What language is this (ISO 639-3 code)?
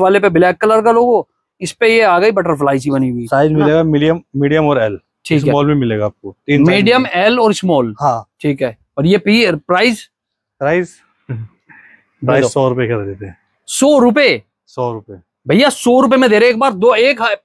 hin